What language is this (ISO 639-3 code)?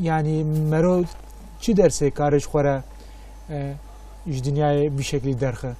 kur